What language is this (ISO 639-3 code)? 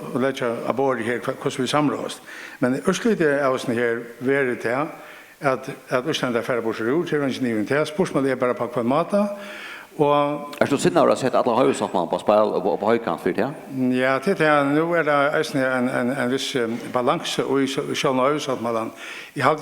fao